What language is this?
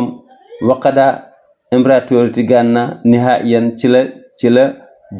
Wolof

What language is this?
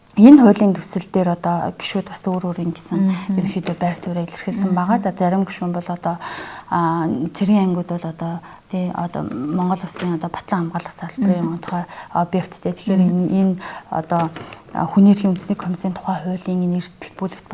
Mongolian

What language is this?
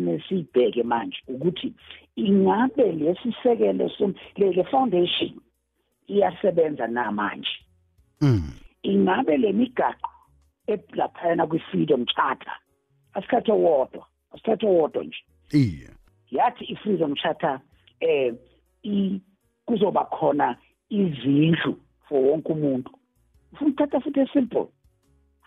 South Ndebele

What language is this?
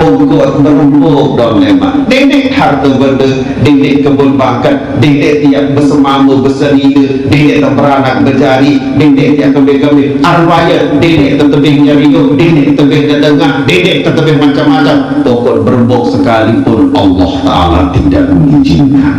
Sasak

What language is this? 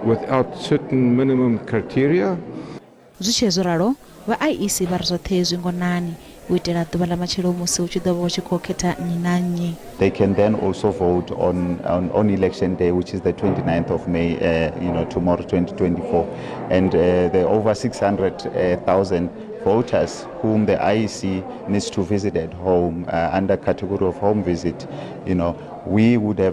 Venda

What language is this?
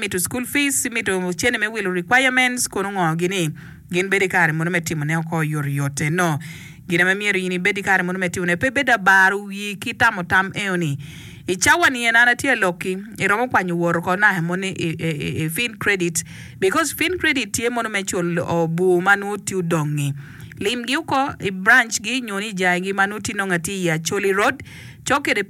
Acoli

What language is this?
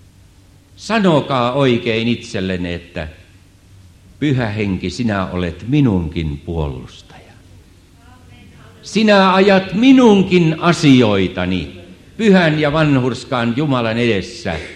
Finnish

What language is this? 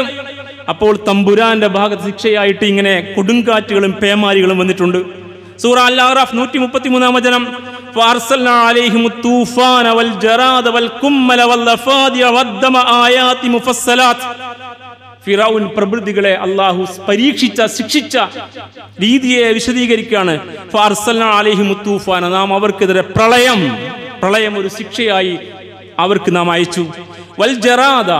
Malayalam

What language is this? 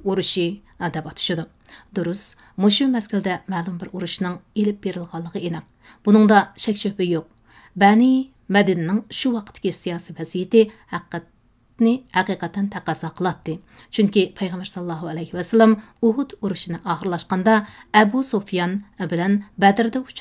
Uyghur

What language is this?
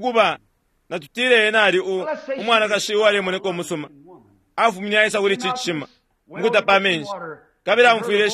Bemba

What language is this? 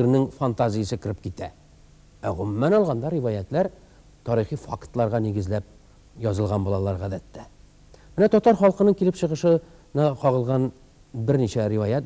Tatar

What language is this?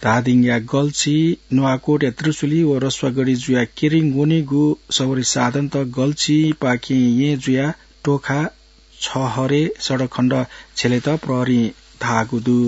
Newari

